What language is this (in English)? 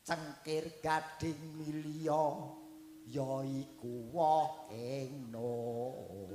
Javanese